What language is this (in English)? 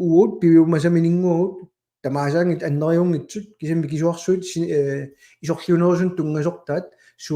Kalaallisut